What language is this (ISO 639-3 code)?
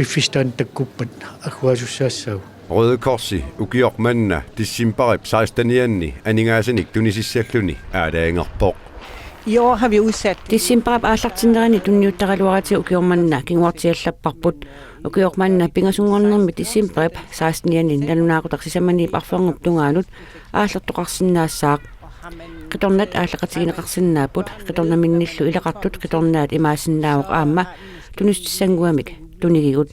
kal